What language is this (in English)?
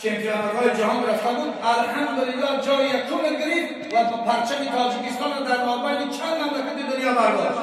Tajik